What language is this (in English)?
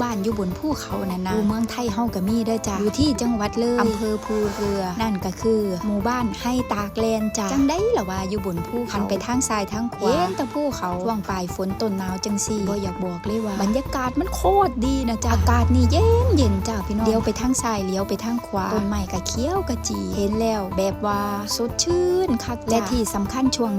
Northeastern Thai